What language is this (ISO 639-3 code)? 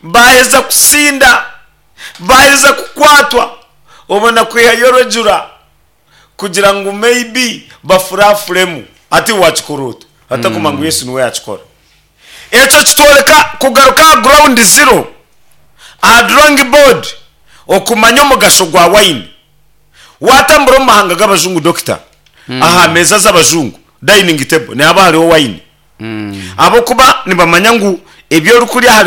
nyn